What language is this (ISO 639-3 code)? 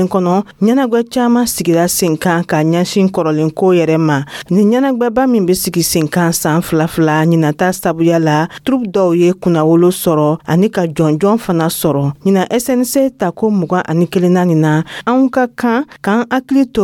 dyu